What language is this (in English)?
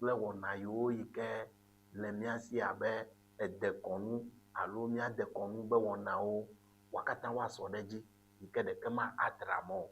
Ewe